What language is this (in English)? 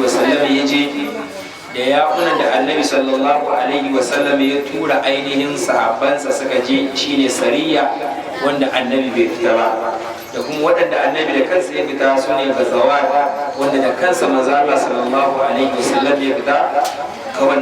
Hausa